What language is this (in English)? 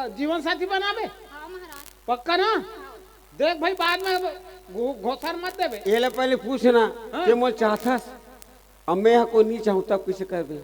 Chhattisgarhi